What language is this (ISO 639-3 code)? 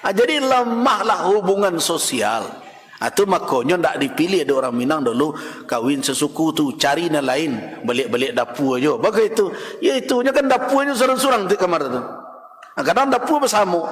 min